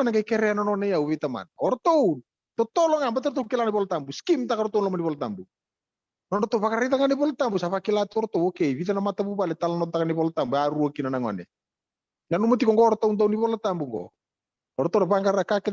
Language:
Fijian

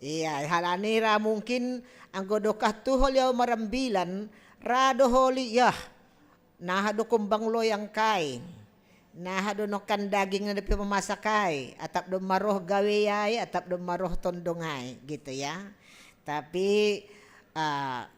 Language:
Batak Simalungun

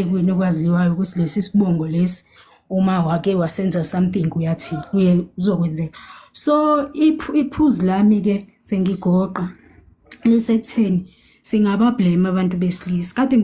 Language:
Zulu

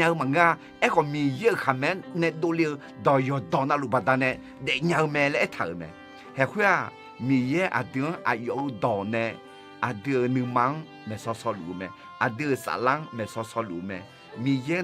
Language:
Akha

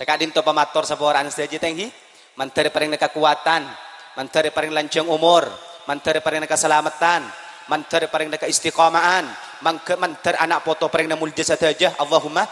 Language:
Madurese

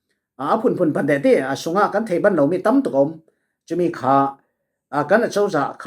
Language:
Falam Chin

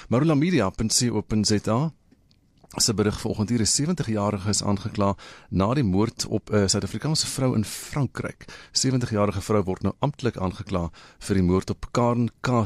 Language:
Afrikaans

